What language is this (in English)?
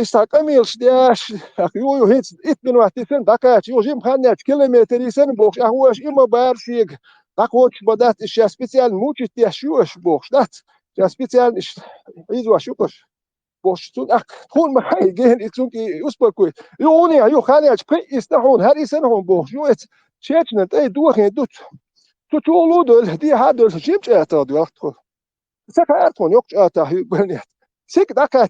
Chechen